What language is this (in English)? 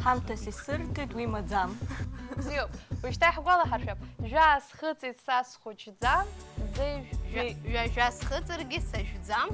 Abkhazian